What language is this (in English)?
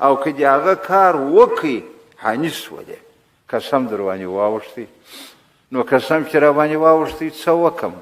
Pashto